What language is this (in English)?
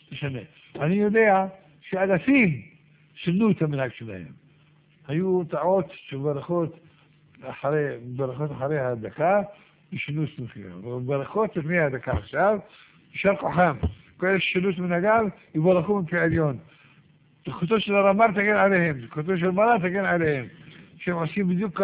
Hebrew